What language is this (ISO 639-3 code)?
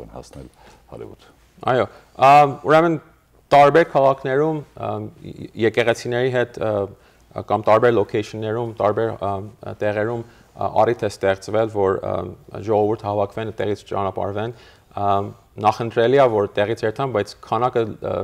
hye